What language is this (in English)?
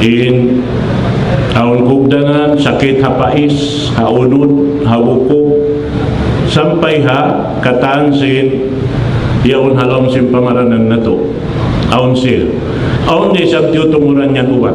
Tausug